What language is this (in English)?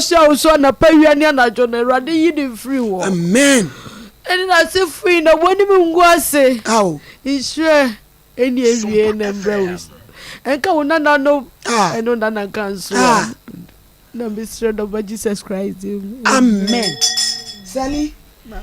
Akan